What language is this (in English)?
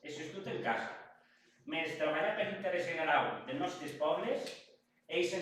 Occitan